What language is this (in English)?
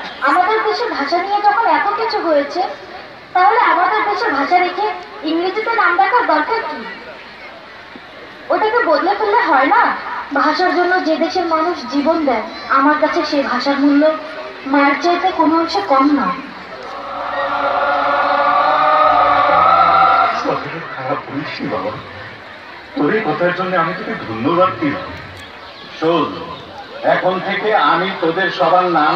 Bangla